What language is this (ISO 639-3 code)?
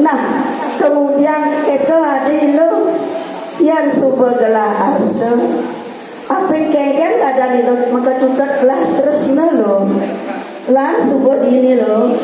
ban